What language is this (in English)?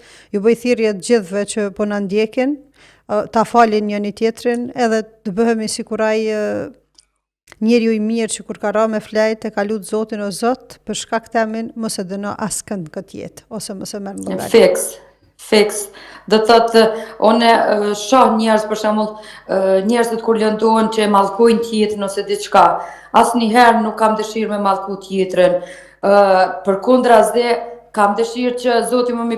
Albanian